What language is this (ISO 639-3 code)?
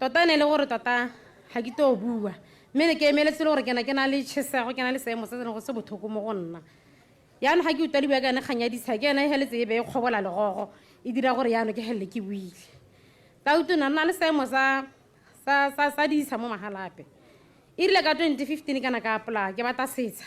tsn